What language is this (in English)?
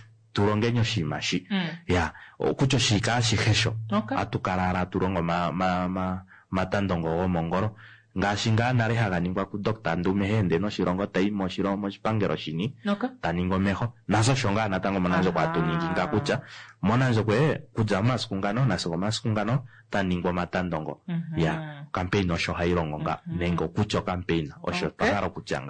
Kuanyama